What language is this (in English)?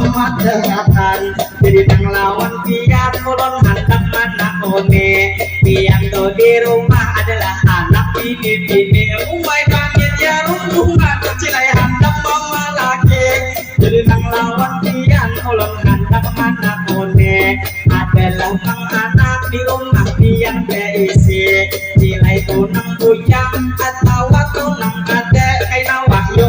Banjar